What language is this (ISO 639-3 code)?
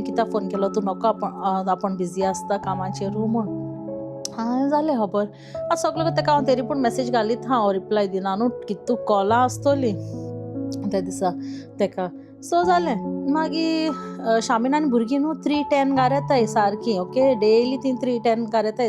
kok